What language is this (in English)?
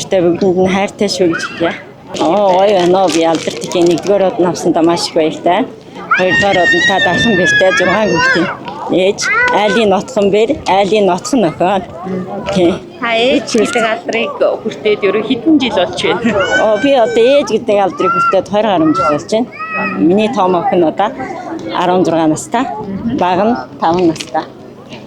Mongolian